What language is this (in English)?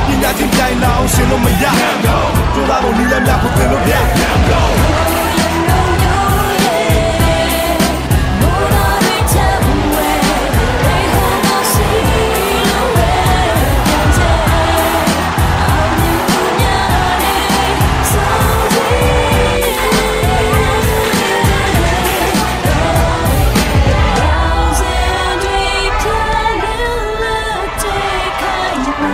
Burmese